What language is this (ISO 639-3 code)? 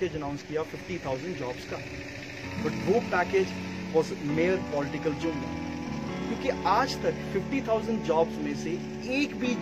urd